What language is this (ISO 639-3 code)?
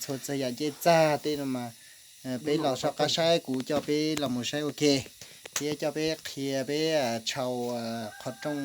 hmn